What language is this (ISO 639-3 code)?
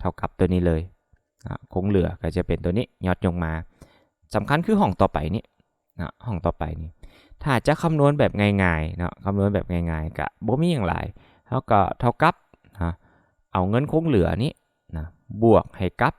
lao